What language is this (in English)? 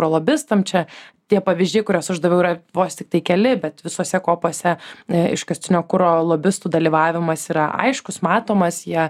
Lithuanian